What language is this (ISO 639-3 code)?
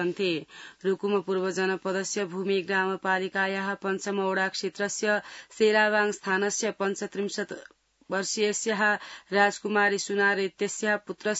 san